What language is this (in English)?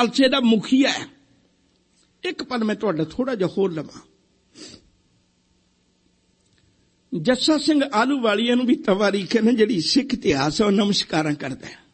Punjabi